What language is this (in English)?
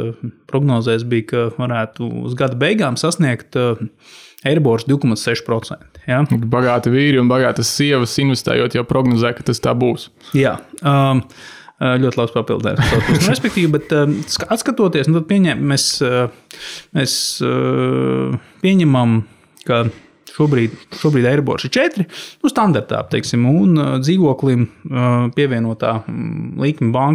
Latvian